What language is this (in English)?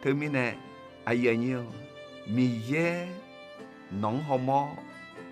Akha